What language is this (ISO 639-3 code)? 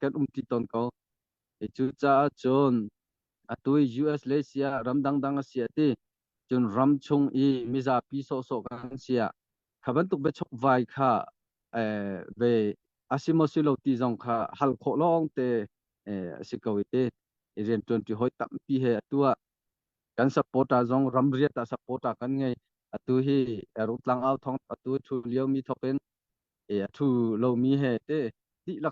cnh